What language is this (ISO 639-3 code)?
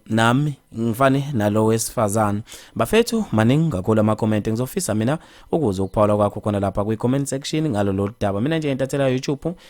zul